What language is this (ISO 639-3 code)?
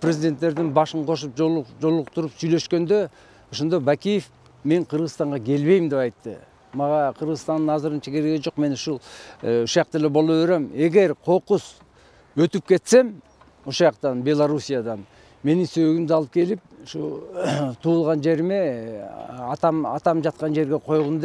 kir